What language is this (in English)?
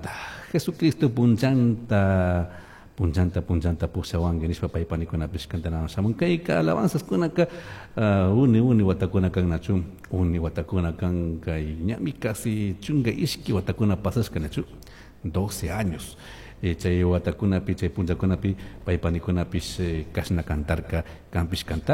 Chimborazo Highland Quichua